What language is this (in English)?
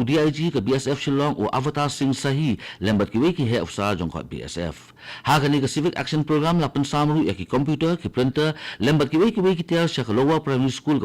Khasi